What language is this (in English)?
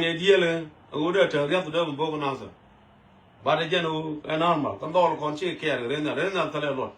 Nuer